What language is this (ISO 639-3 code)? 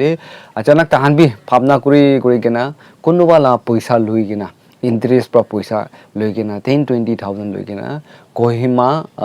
nag